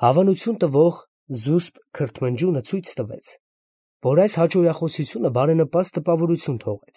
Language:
Armenian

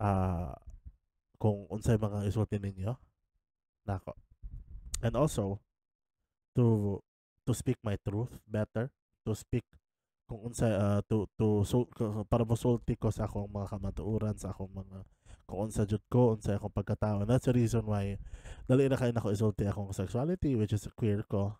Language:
Cebuano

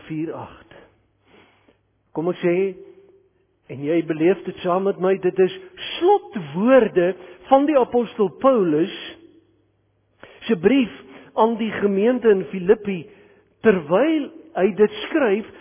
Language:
Afrikaans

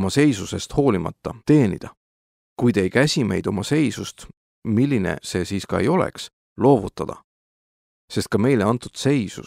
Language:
Estonian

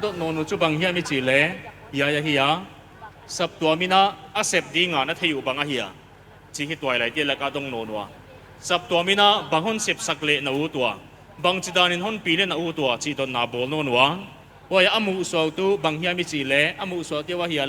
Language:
Paite Chin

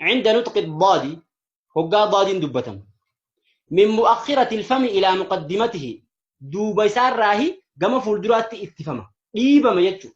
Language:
Oromo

